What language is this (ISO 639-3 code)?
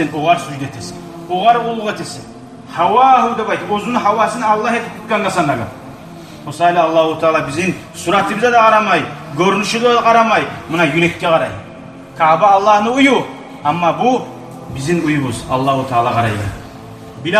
kum